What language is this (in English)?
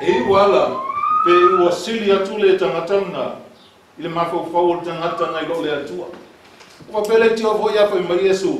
Samoan